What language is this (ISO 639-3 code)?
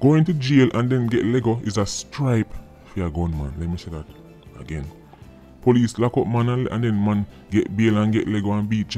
jam